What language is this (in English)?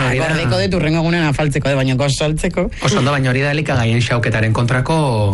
Basque